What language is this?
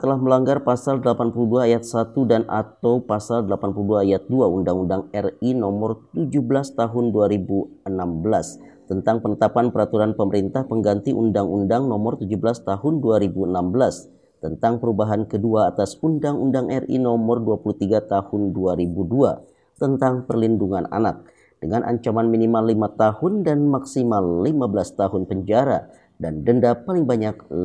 Indonesian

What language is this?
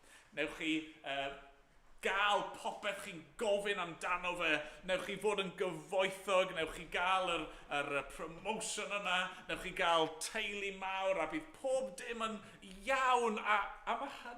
Welsh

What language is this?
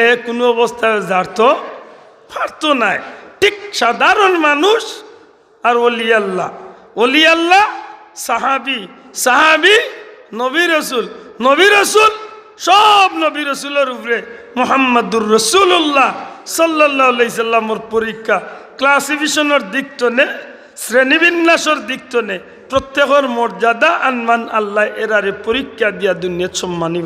Sylheti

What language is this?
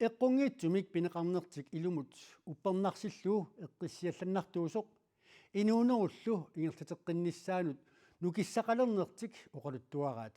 Kalaallisut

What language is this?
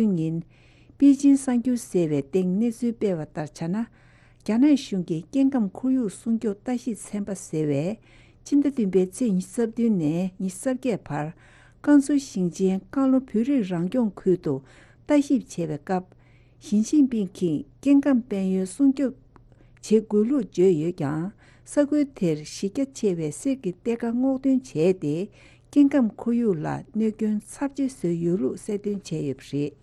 Tibetan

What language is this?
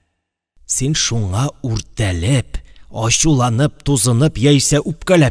Tatar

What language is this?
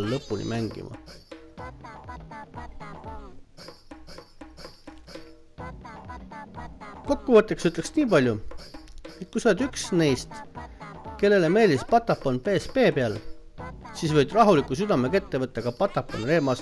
Estonian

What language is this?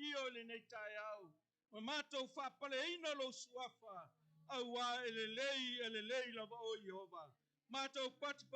Samoan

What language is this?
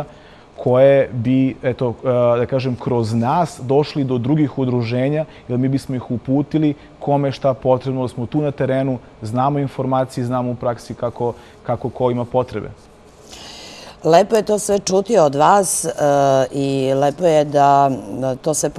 Serbian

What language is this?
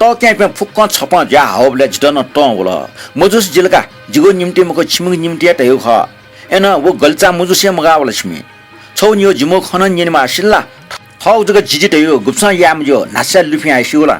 Newari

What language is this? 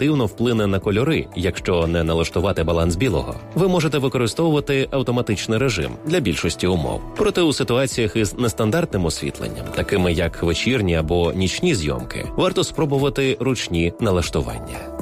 Ukrainian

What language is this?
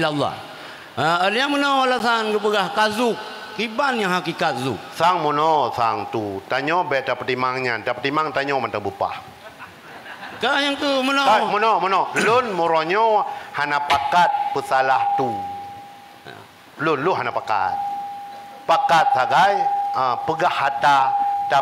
Achinese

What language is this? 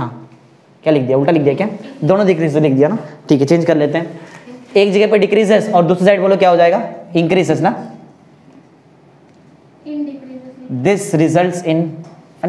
Hindi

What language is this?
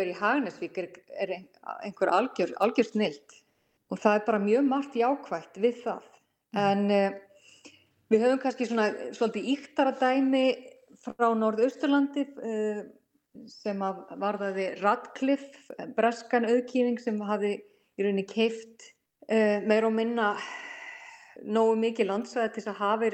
Icelandic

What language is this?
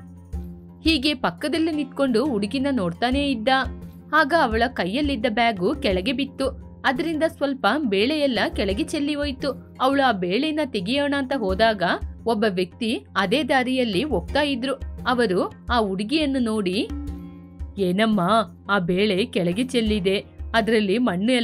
Kannada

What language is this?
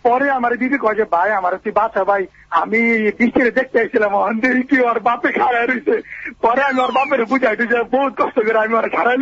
Bangla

